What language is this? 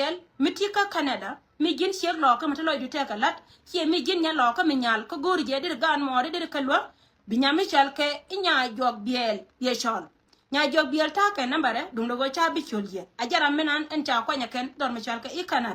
Nuer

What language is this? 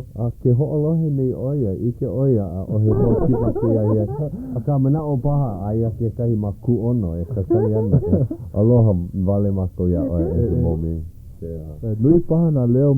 Hawaiian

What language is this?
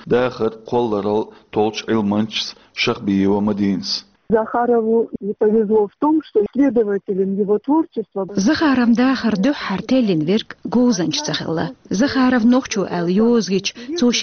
Chechen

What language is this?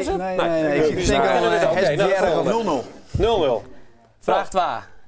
Western Frisian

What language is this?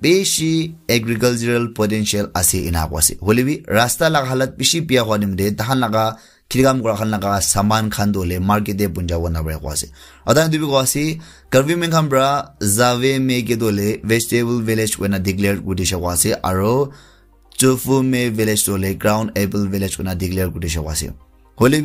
Naga Pidgin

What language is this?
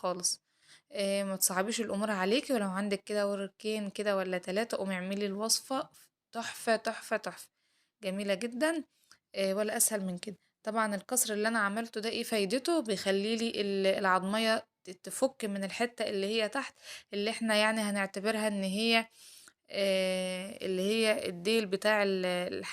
Egyptian Arabic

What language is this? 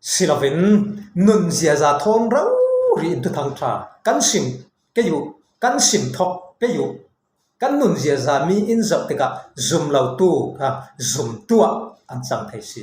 Falam Chin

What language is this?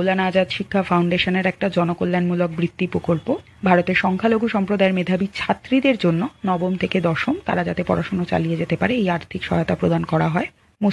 Bangla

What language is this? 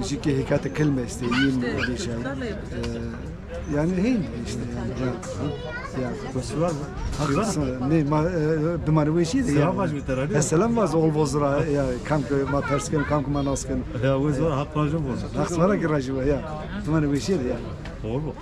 Zaza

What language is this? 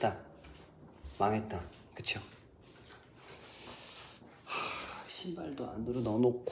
Korean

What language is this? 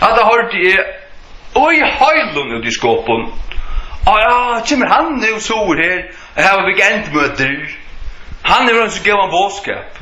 Faroese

